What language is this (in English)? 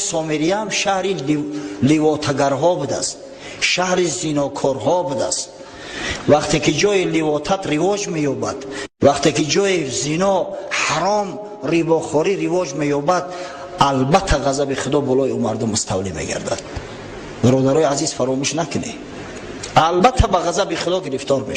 Tajik